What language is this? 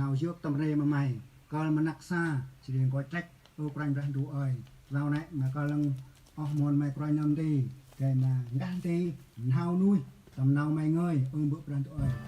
Central Mnong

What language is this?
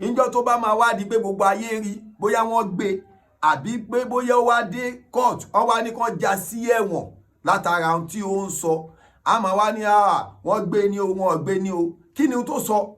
Yoruba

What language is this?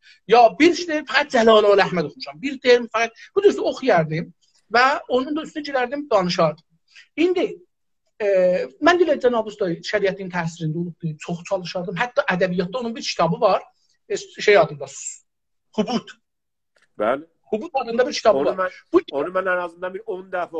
South Azerbaijani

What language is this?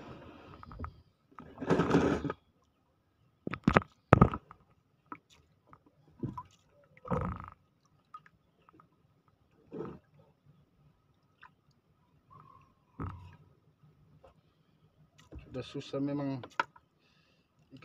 Indonesian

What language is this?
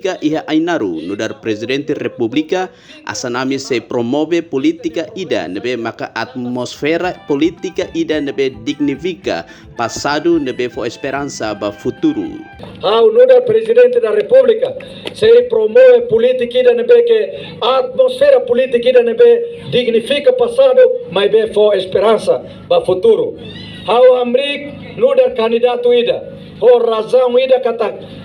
Tetum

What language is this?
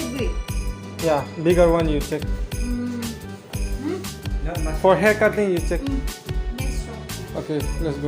Riang (India)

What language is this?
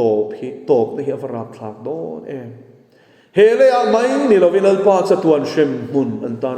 Mizo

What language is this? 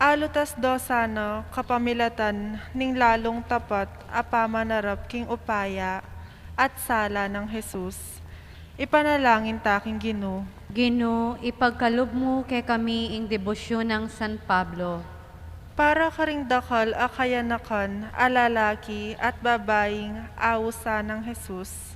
Pampanga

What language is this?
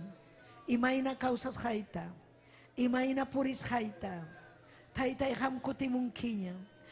Ayacucho Quechua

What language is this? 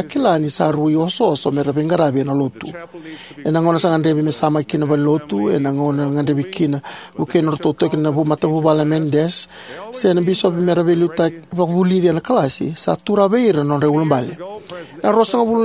Fijian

